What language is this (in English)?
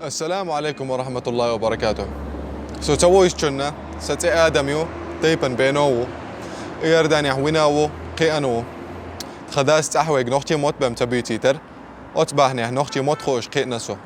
Chechen